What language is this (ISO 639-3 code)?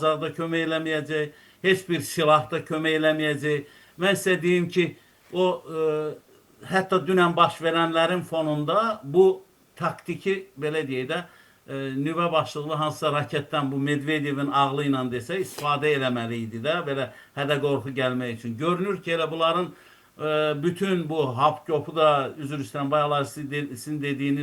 aze